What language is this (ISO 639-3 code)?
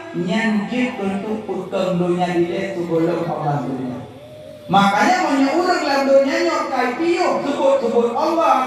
ace